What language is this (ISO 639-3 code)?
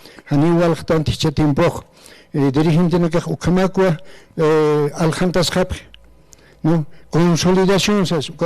aym